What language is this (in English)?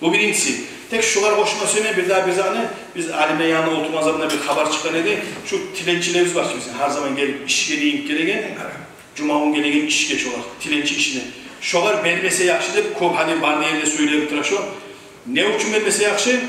Kumyk